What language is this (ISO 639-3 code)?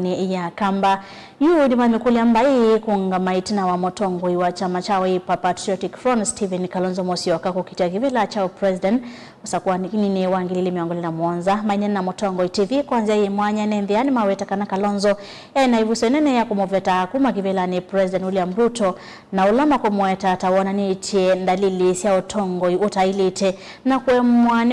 kam